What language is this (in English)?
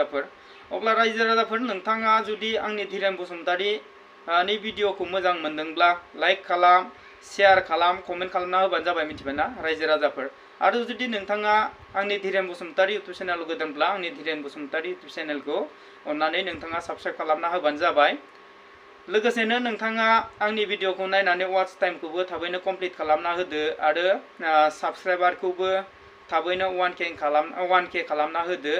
Bodo